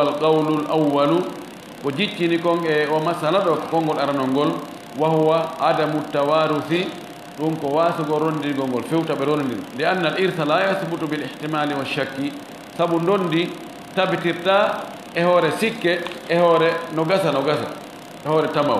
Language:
Fula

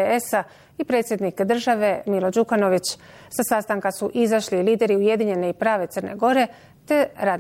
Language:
Bosnian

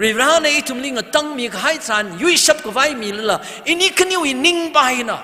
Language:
Tangkhul Naga (India)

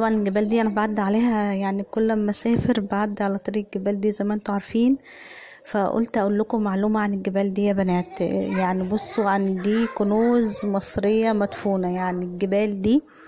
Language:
Egyptian Arabic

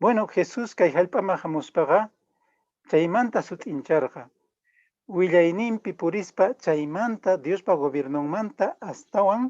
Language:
Quechua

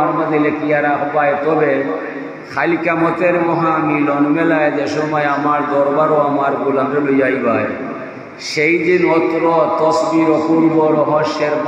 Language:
Sylheti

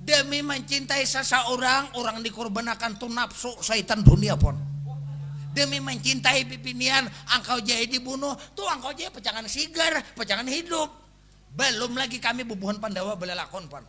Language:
Banjar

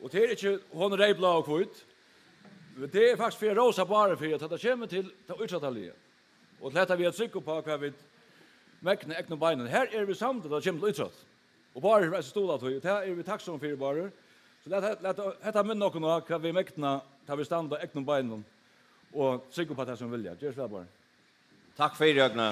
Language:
Faroese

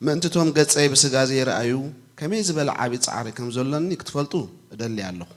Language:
Tigrinya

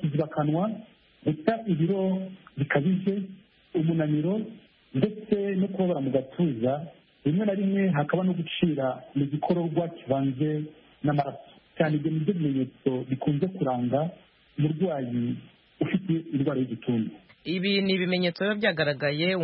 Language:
Kinyarwanda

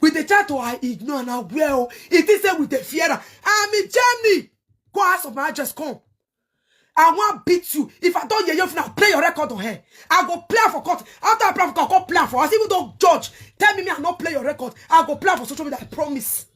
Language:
Nigerian Pidgin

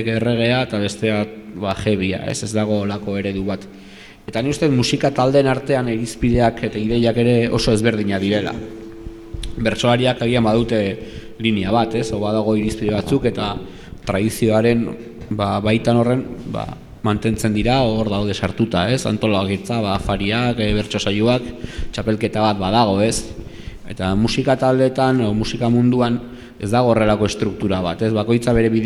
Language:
Basque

